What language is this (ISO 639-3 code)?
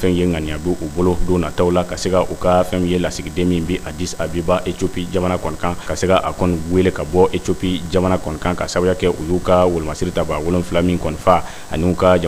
bam